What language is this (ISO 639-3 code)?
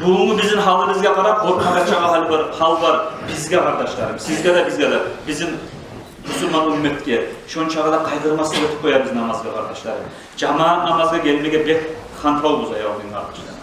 kum